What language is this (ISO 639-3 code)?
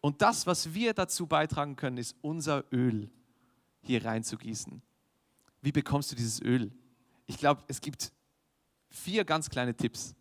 gsw